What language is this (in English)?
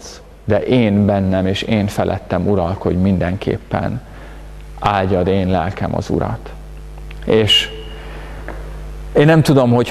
Hungarian